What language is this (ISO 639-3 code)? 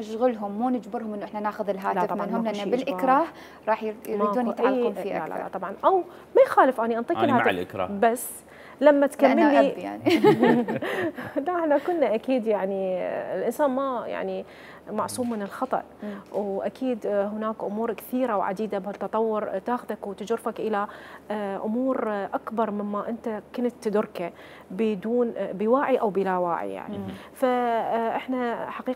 acm